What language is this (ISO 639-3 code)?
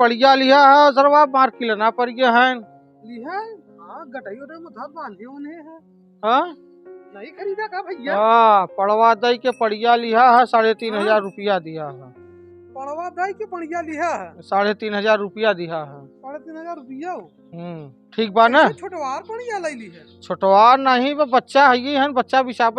awa